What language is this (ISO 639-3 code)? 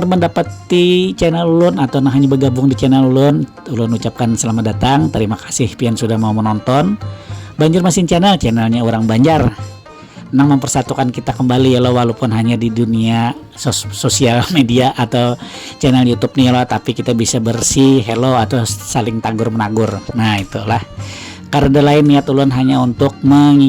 bjn